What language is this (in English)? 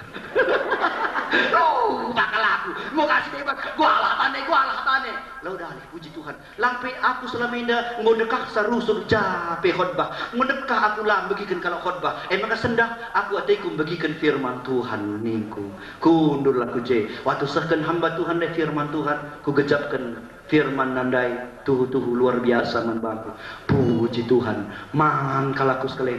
Batak Karo